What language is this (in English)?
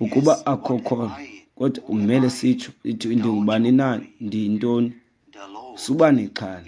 Xhosa